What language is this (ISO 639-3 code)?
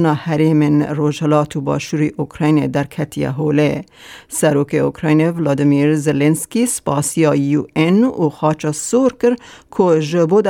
kur